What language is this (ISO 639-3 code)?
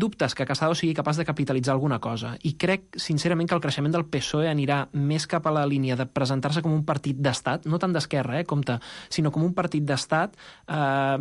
cat